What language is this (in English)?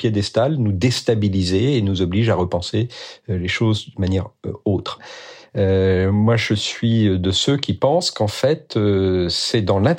French